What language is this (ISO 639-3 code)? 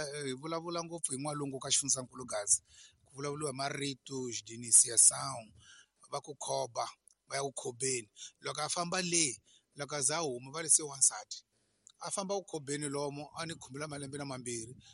tso